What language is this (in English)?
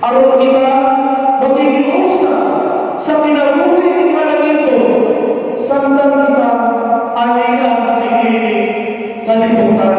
Cebuano